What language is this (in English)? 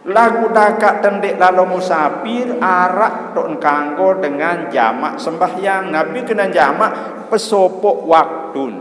Sasak